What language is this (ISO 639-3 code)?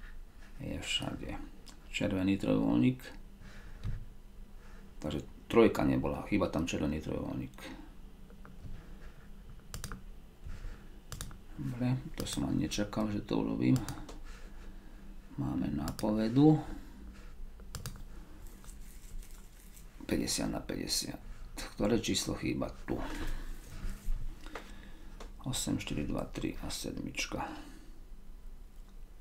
slk